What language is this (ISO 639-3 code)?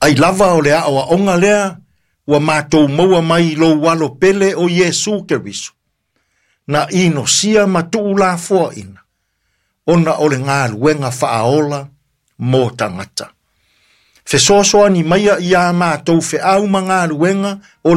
smo